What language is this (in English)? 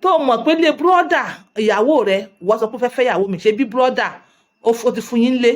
Yoruba